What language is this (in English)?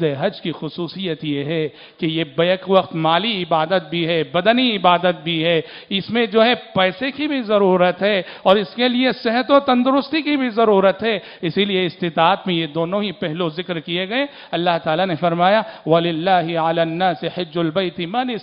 Urdu